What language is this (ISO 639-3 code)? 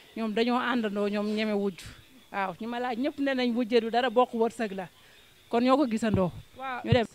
wol